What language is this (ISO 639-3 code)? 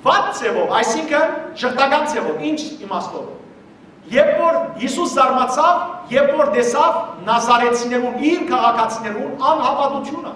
hyw